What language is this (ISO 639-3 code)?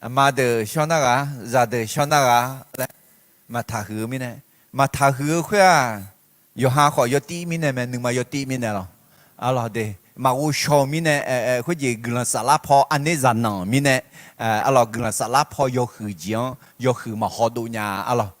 ahk